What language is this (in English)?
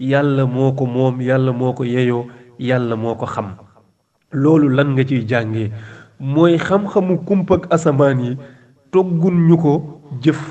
Wolof